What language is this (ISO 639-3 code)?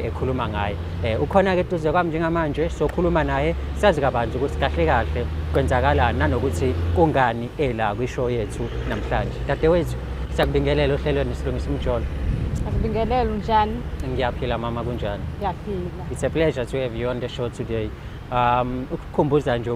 zul